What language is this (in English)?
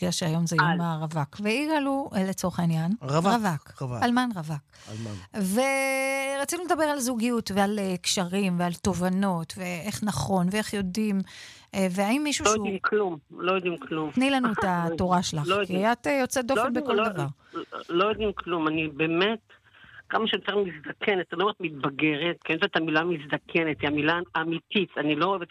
Hebrew